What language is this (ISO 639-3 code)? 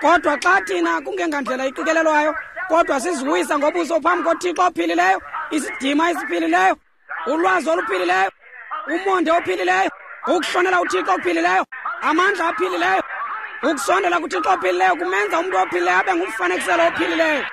xho